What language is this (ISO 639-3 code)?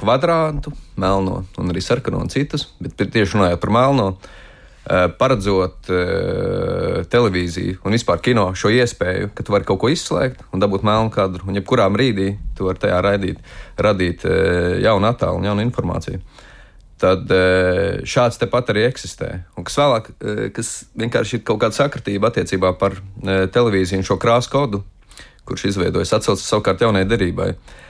lav